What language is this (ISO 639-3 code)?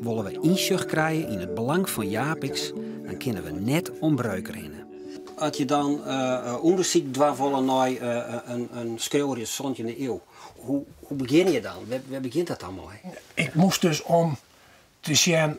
fry